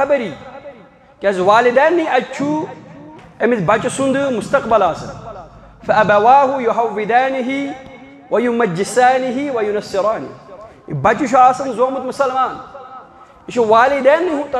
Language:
Kashmiri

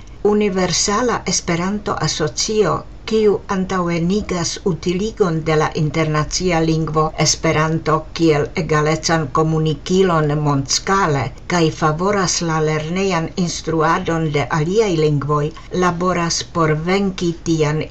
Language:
Esperanto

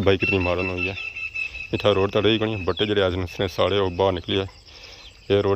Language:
Pahari-Potwari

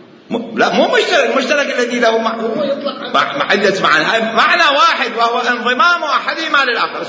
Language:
Mesopotamian Arabic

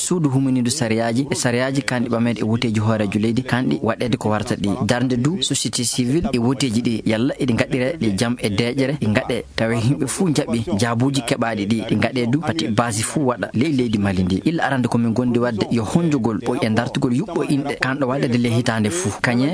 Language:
Fula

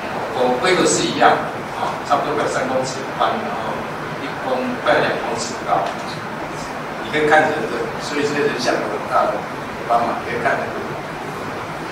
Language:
Chinese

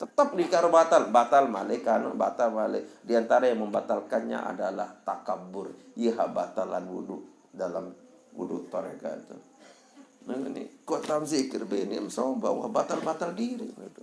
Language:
Sasak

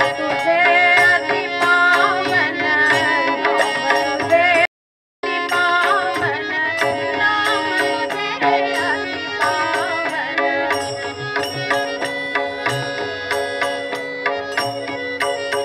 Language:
Marathi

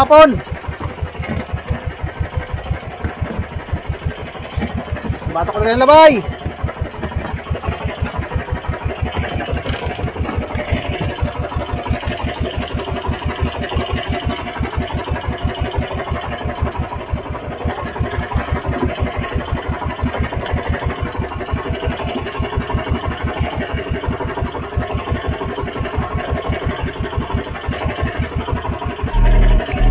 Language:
Filipino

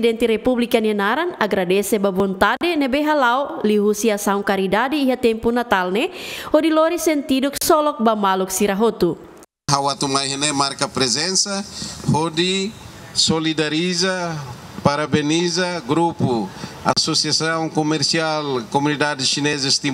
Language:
Tetum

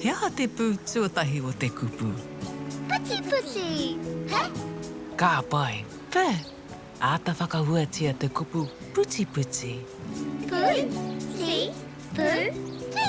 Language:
Māori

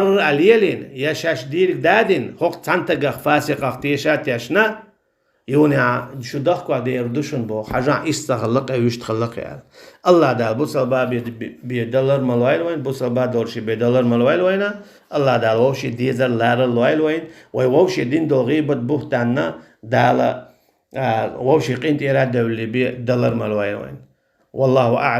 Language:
Chechen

